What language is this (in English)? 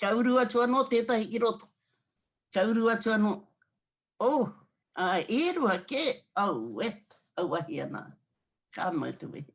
Māori